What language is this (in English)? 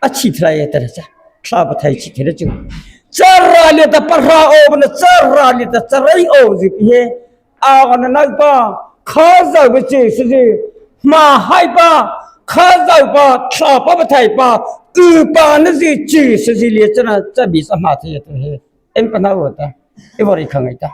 Mara Chin